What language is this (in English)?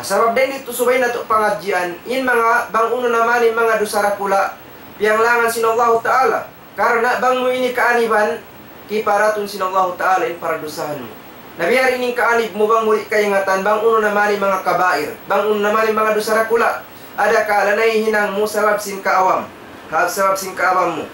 Tausug